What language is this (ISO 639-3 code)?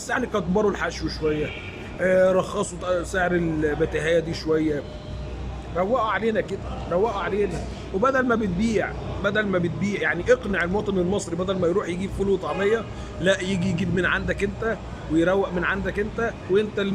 arz